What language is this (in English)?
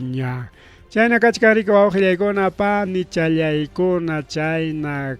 Ayacucho Quechua